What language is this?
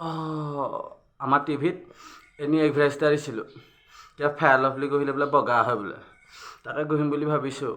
Assamese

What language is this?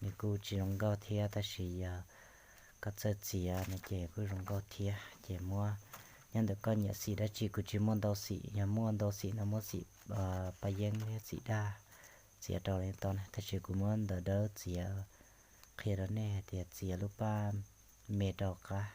Hmong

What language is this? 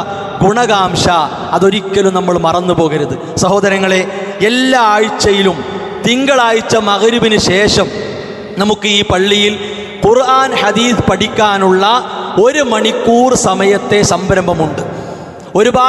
Malayalam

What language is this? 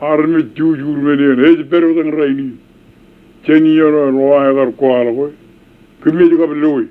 Marshallese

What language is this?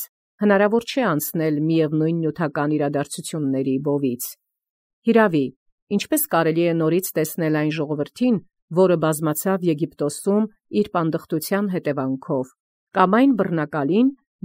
Armenian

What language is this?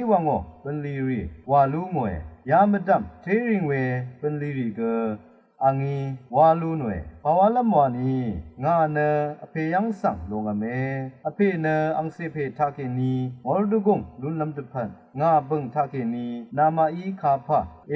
Rawang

